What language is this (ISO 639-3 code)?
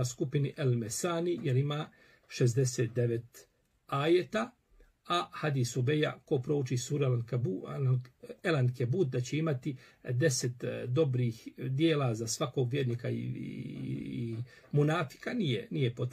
bos